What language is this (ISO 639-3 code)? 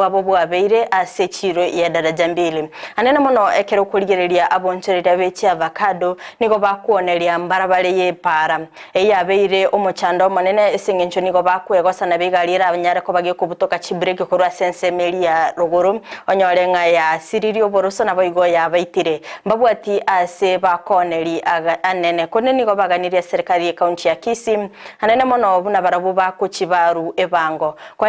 guz